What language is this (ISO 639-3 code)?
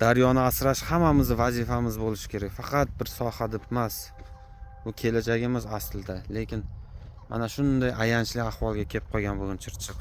uzb